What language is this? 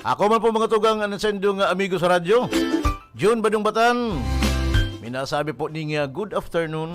Bikol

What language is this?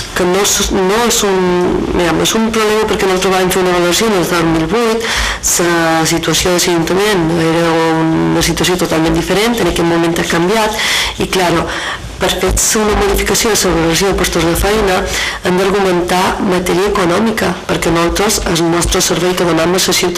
Catalan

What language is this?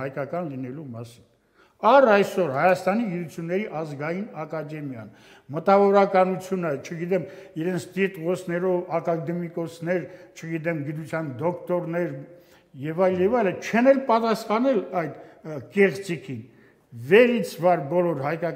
Armenian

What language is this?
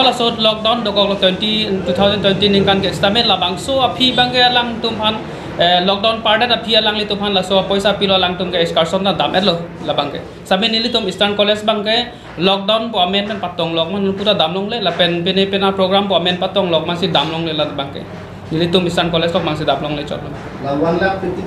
Karbi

